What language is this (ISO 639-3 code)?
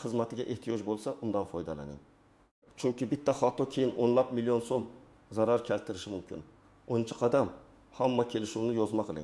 uzb